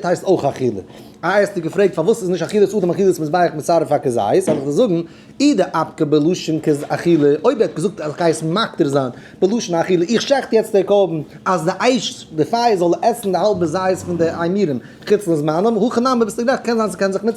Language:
Yiddish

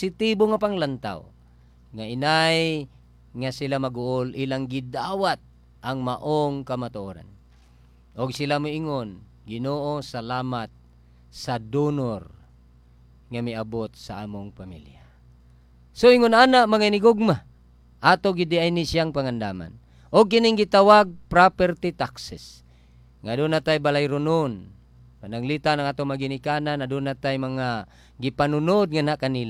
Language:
Cebuano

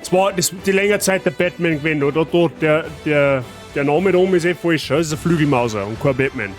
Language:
Bavarian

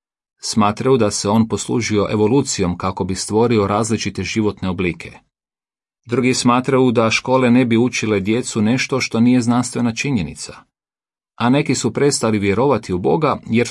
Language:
Croatian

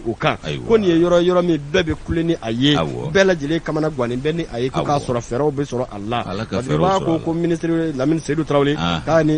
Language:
Bambara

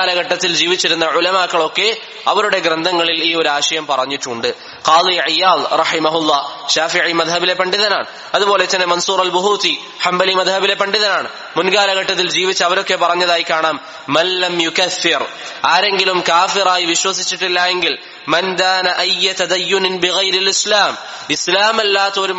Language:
Malayalam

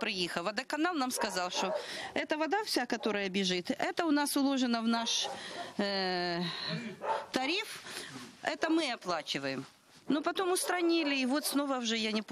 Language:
Ukrainian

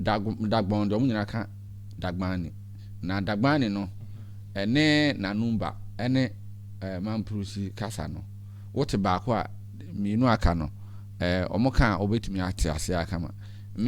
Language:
Akan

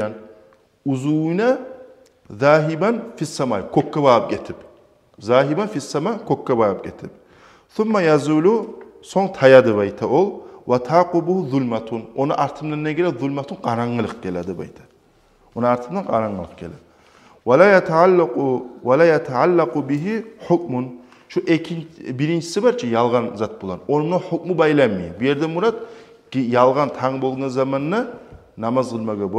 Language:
Kumyk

